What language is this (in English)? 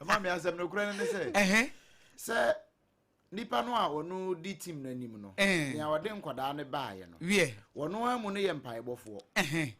Akan